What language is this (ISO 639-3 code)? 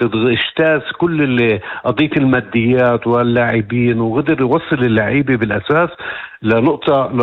apc